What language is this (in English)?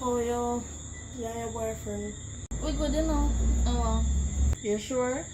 Jamaican Creole English